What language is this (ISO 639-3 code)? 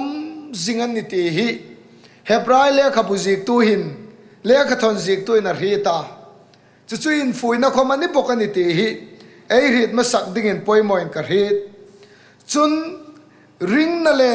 hmr